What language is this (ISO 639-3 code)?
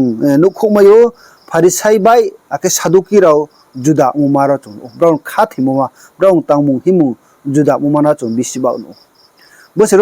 ria